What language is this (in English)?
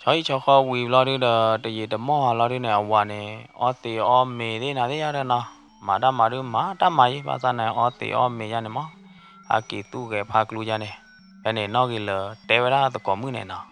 S'gaw Karen